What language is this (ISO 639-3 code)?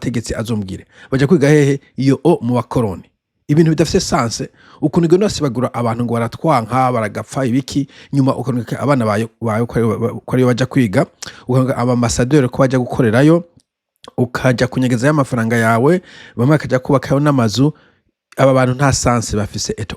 run